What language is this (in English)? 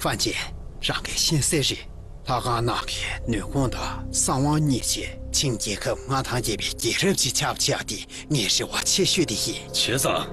Tibetan